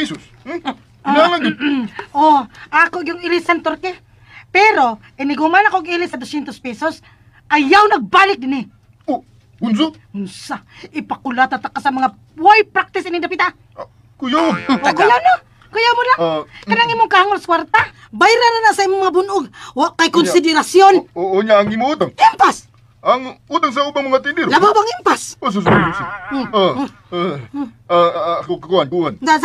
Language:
Cebuano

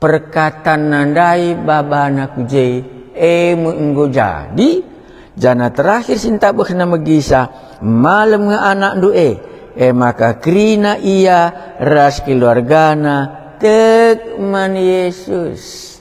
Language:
Batak Karo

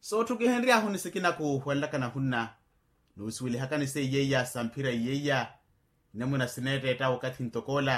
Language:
Makhuwa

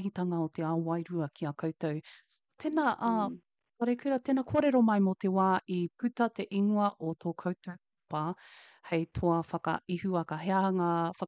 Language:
Māori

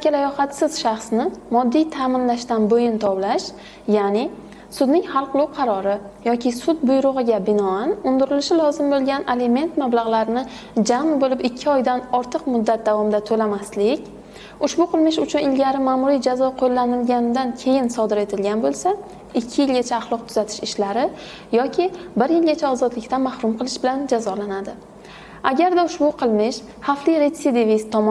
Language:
Uzbek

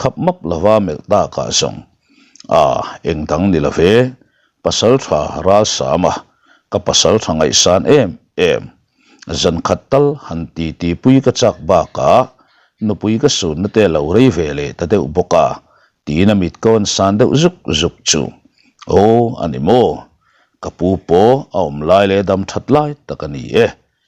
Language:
Mizo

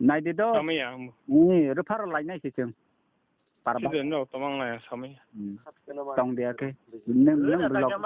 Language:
Kok Borok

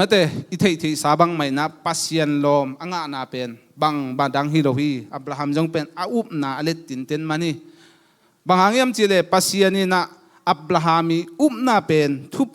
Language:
Tedim Chin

